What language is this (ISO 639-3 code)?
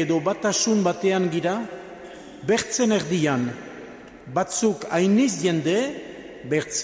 eus